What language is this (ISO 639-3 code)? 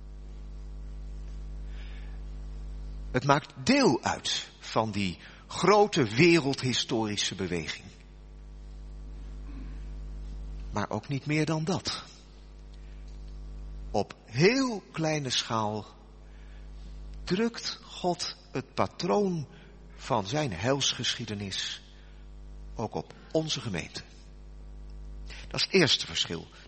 nld